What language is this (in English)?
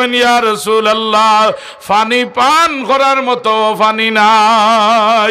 Sylheti